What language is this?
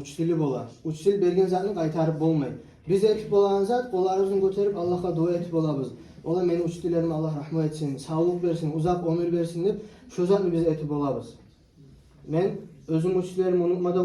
Kumyk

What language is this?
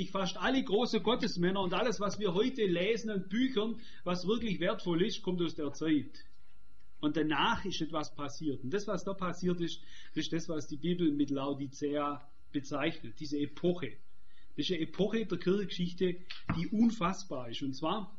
German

